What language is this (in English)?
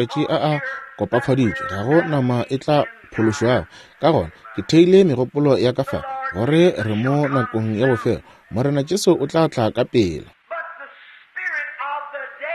Northern Sotho